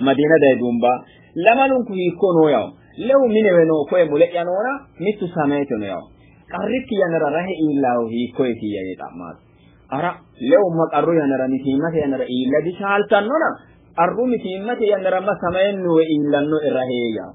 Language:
Sidamo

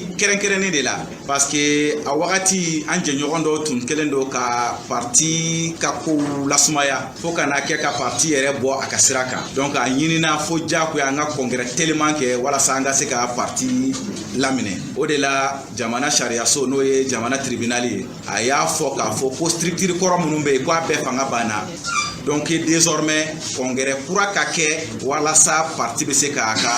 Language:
Bambara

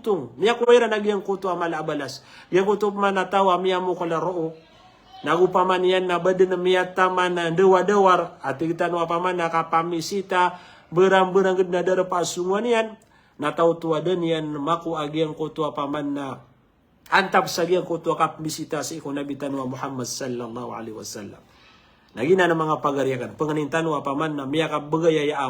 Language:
Maranao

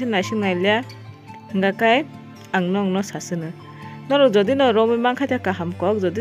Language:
Kok Borok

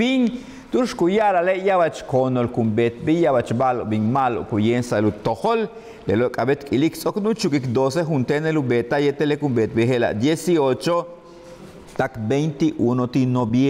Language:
Yucateco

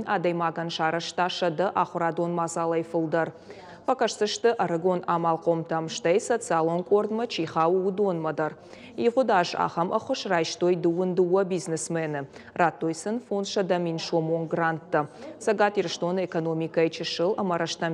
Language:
Ossetic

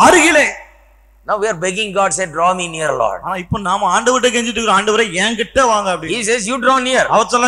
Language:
Tamil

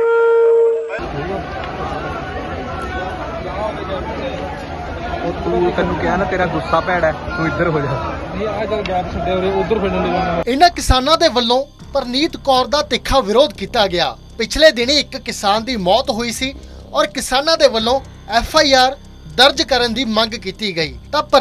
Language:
Punjabi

